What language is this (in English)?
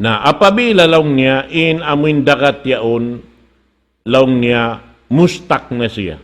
Tausug